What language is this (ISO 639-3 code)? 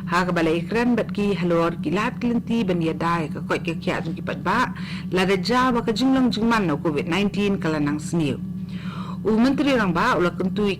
kha